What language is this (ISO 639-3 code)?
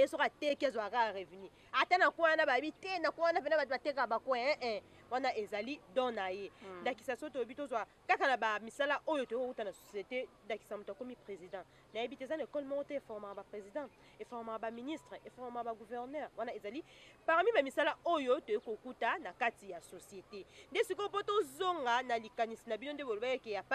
lin